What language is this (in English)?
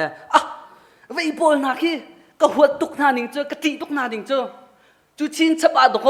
Hakha Chin